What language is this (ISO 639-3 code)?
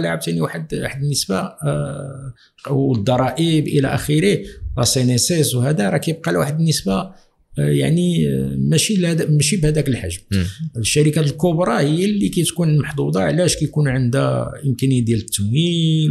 ary